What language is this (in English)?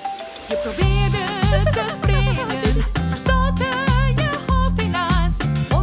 Dutch